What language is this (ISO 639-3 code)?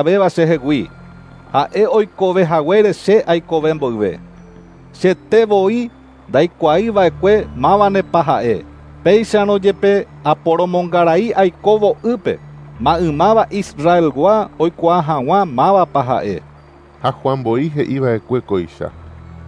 grn